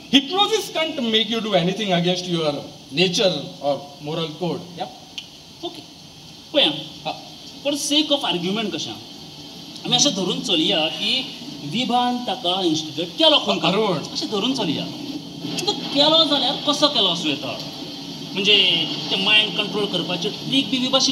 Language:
Konkani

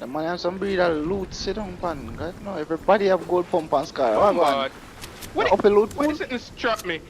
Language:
Jamaican Creole English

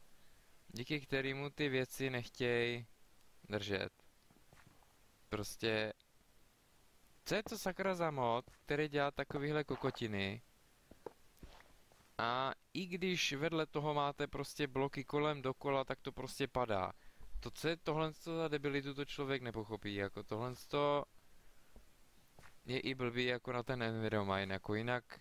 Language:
Czech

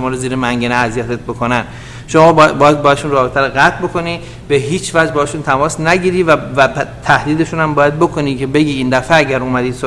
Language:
Persian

